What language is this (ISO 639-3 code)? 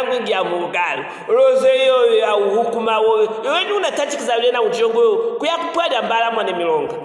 lue